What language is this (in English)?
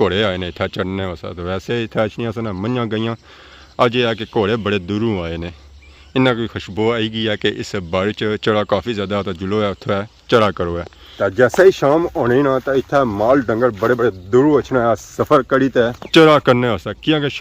Pahari-Potwari